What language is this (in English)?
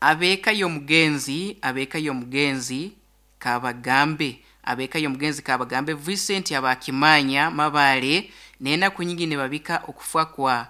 Nyankole